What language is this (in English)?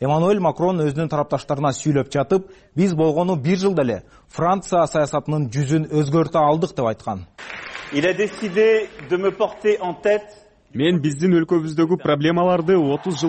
Kyrgyz